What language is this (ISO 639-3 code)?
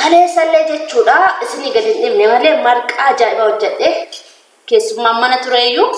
orm